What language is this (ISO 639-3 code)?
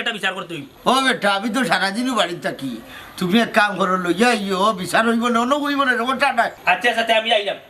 syl